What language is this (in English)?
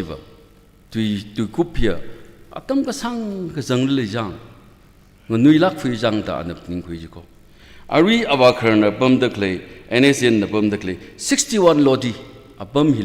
Tangkhul Naga (India)